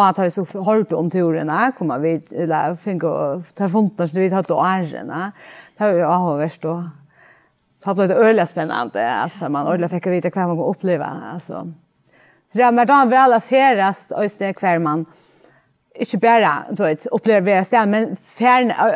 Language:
Faroese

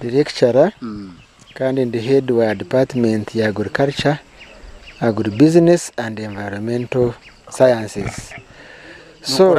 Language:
Nyankole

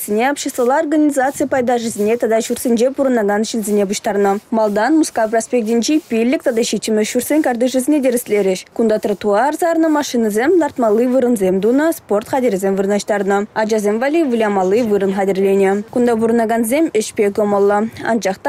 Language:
Chuvash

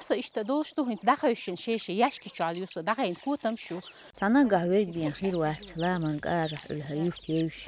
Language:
Chechen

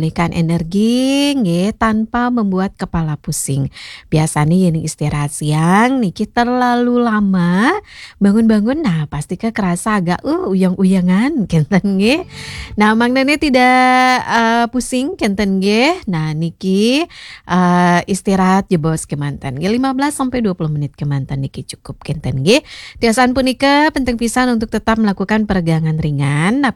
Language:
Balinese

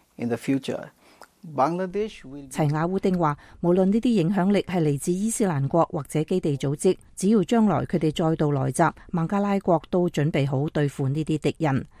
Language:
Cantonese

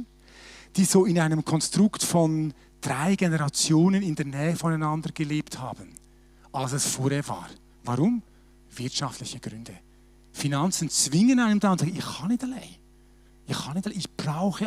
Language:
Swiss German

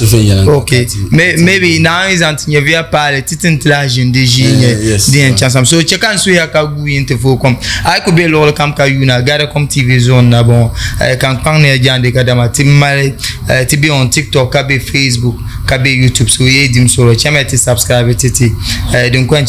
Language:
Dagbani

